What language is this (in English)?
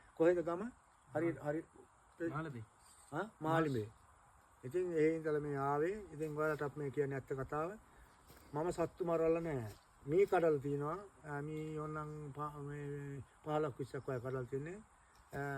Sinhala